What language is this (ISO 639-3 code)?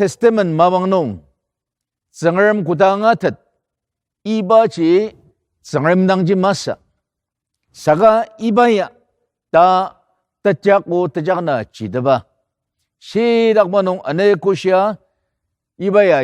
njo